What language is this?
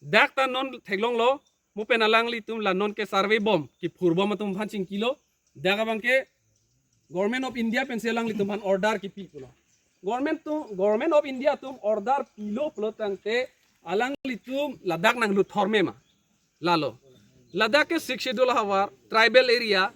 Karbi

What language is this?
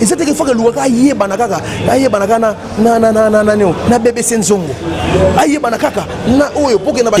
Lingala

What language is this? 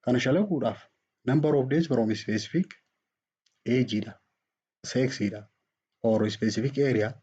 Oromo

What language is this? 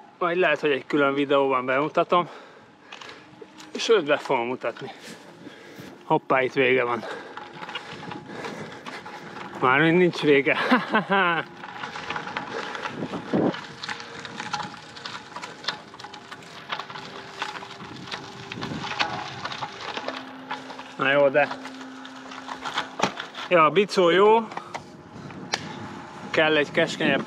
Hungarian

